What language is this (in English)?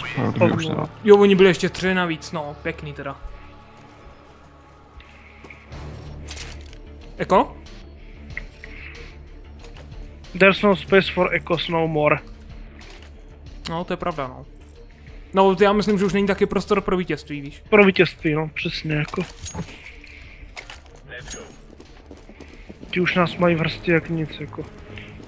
Czech